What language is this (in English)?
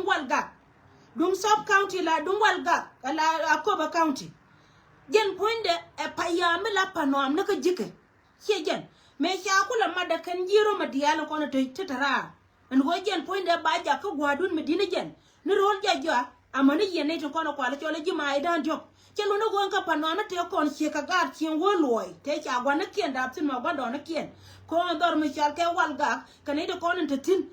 Nuer